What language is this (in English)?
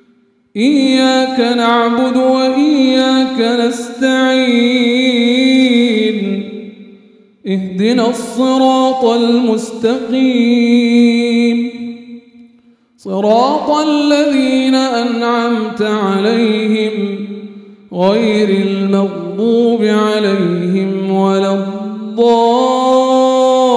Arabic